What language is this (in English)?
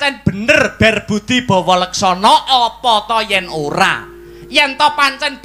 Javanese